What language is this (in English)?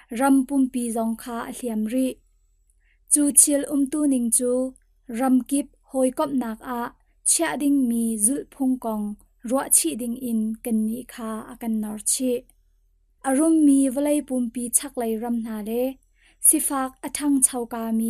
Hakha Chin